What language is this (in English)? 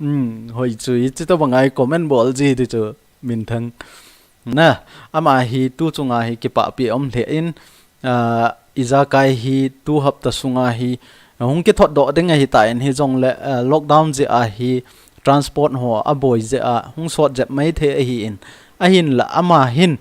Thado Chin